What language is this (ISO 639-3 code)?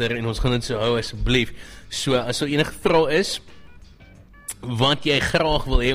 afr